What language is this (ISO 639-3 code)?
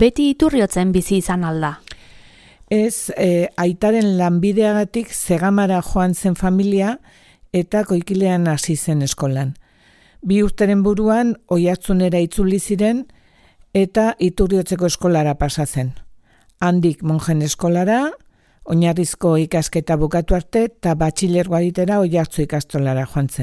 eus